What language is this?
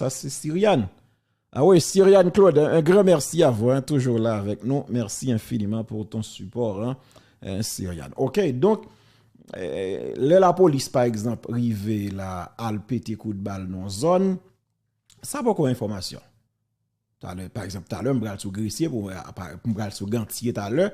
Haitian Creole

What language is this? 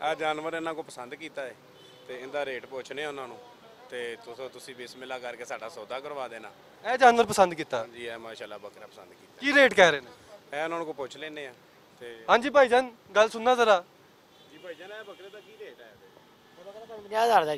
Western Panjabi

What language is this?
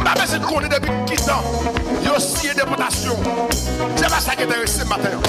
Haitian Creole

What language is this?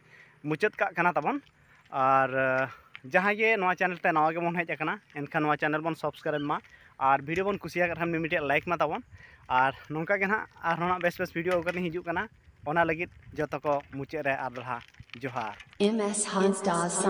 Santali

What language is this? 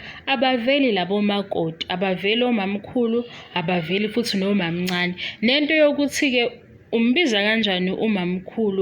Zulu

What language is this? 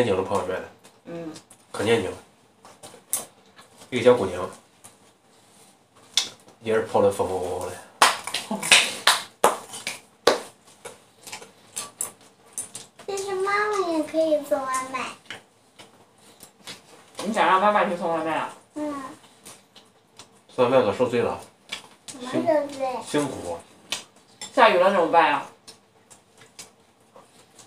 Chinese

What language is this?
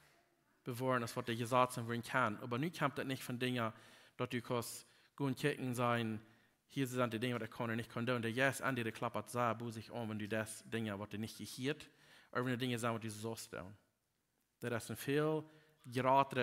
Plautdietsch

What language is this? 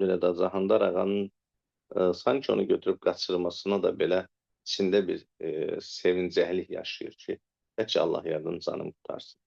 Azerbaijani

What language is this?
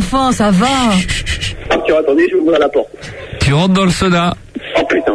French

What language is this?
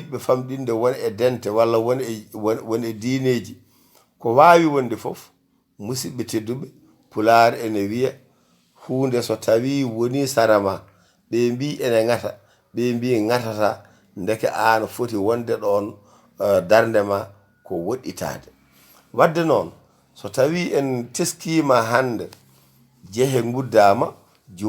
Fula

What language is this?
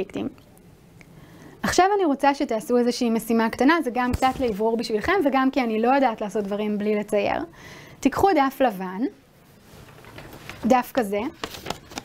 Hebrew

